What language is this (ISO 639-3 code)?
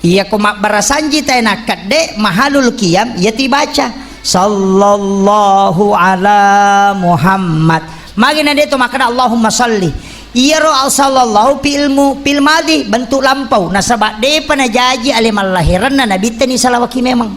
bug